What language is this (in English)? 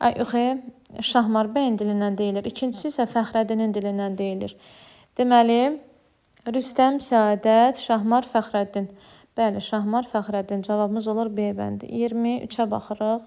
Azerbaijani